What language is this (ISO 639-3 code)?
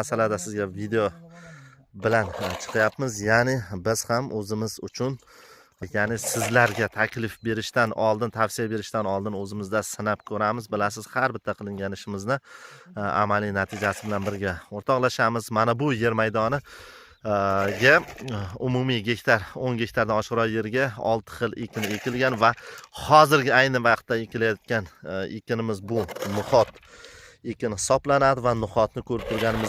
uzb